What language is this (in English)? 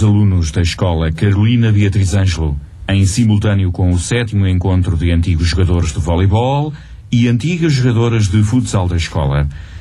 Portuguese